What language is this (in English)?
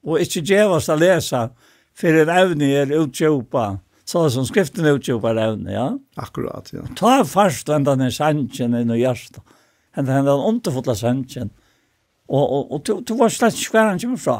Faroese